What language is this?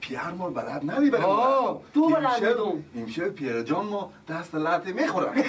Persian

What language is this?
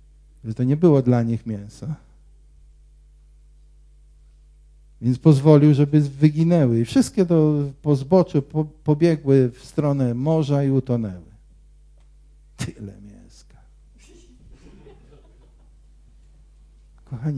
Polish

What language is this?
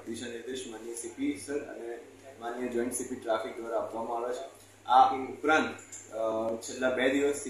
Gujarati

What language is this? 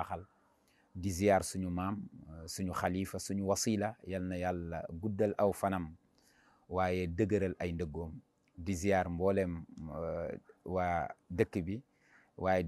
Wolof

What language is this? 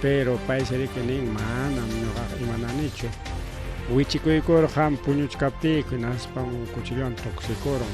Ayacucho Quechua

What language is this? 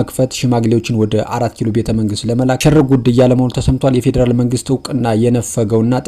Amharic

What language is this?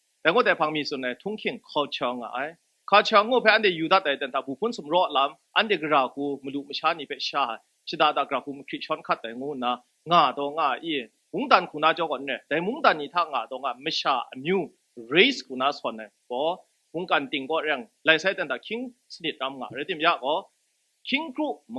Kachin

